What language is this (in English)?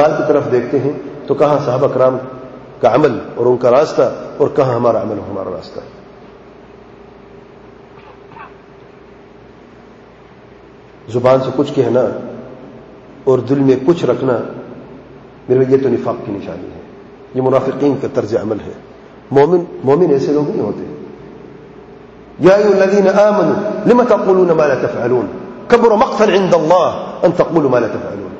Urdu